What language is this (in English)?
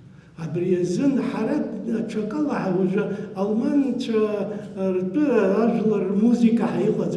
Abkhazian